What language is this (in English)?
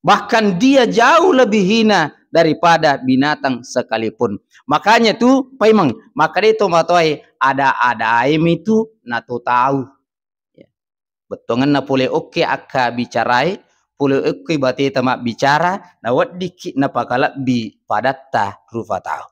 Buginese